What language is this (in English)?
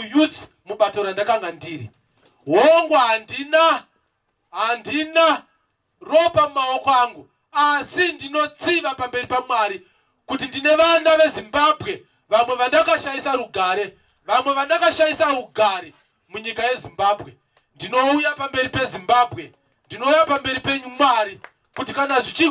Shona